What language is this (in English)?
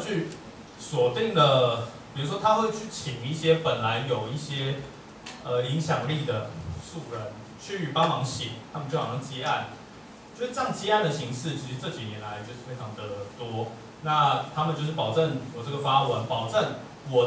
Chinese